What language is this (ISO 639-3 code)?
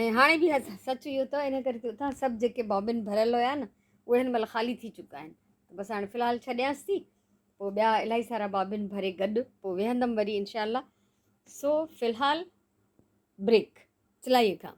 snd